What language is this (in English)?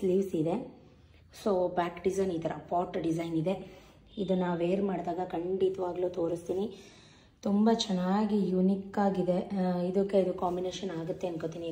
Kannada